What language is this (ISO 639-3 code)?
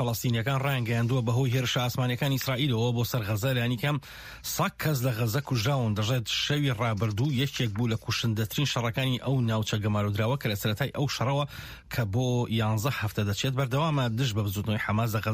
ckb